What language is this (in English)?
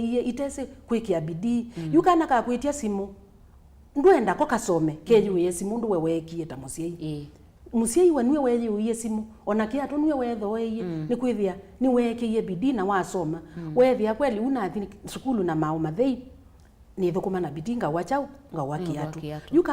Kamba